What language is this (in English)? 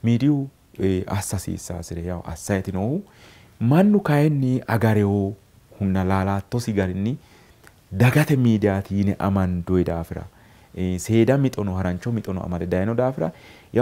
Sidamo